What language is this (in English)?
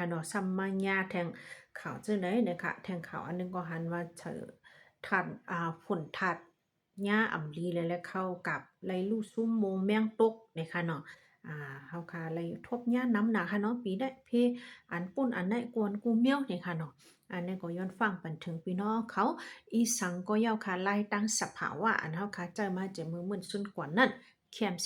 Shan